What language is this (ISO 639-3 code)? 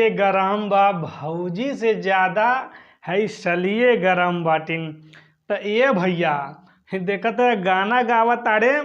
bho